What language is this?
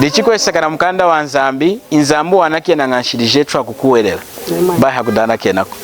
Lunda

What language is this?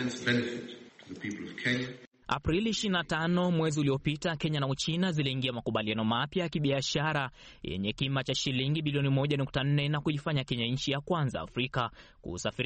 Swahili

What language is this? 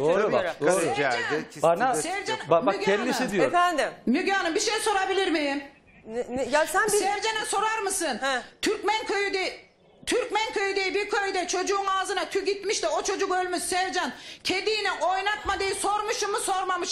Turkish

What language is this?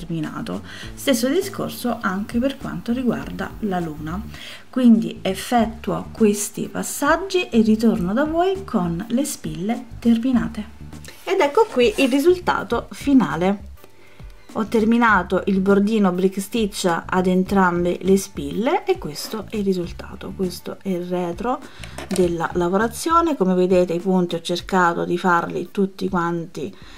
Italian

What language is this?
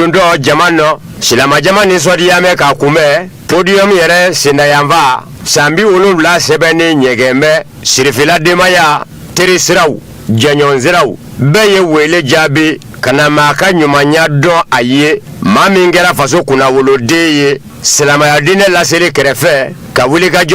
Bambara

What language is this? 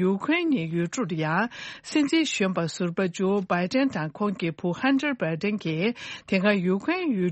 Tibetan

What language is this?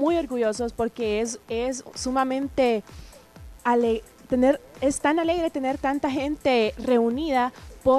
Spanish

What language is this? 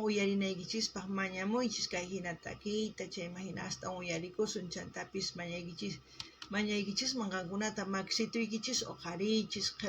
South Bolivian Quechua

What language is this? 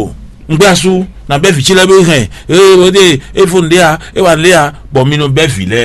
Fon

